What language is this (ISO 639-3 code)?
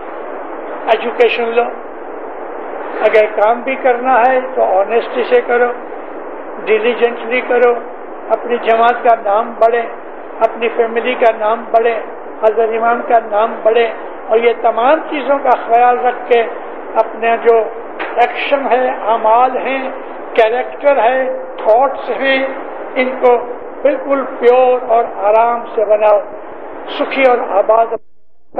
urd